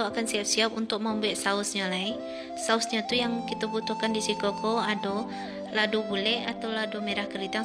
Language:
Minangkabau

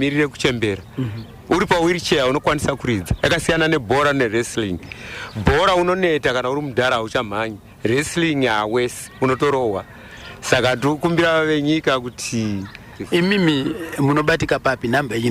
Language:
Shona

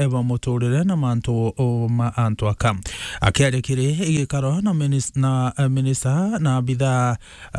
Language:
Meru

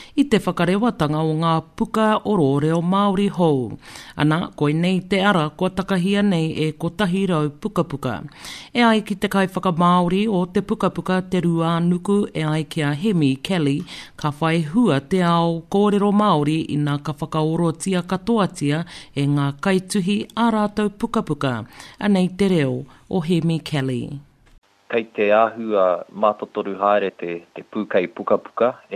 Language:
Māori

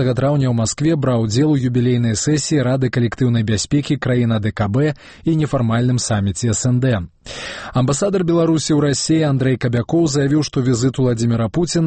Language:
Belarusian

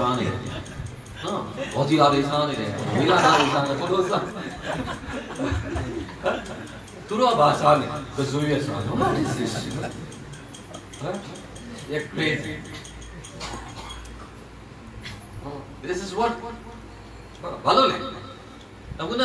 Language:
Burmese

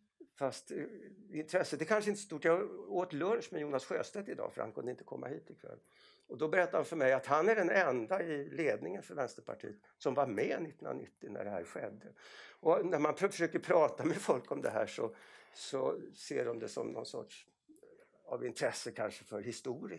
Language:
Swedish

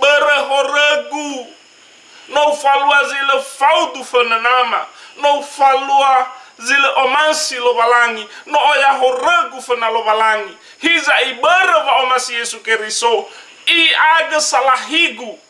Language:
Nias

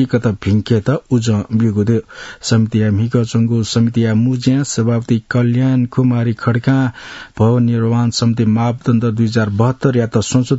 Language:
Newari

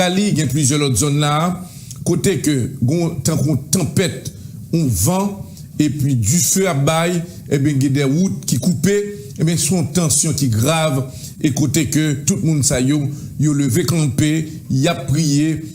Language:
Haitian Creole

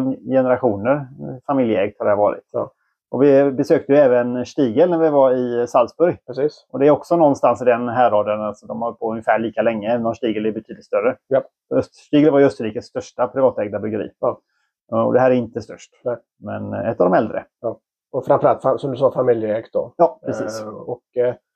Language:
Swedish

